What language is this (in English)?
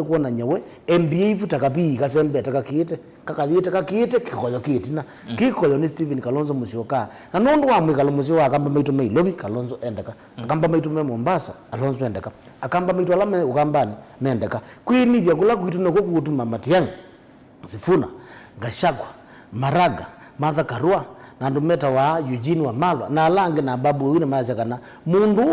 Kamba